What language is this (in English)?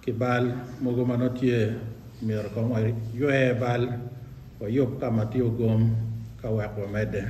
Acoli